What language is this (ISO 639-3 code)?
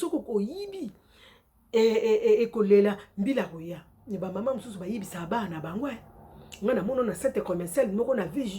lin